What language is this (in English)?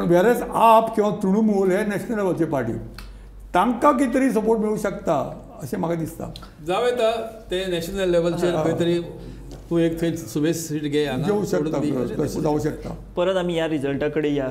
Konkani